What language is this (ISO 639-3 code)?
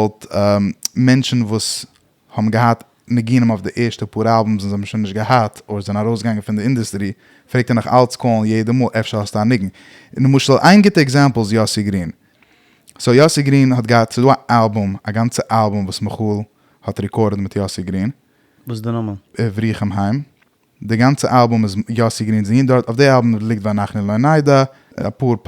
yid